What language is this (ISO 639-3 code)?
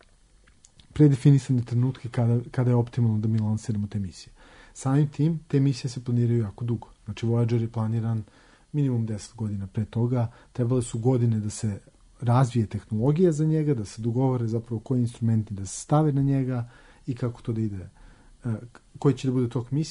srp